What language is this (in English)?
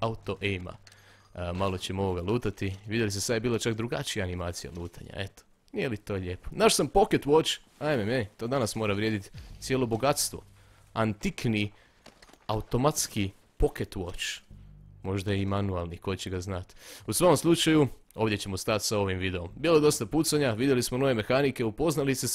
Croatian